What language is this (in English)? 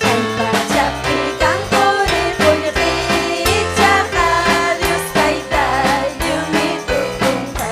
Ayacucho Quechua